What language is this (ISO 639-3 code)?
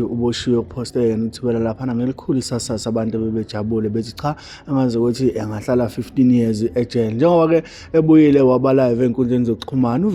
zul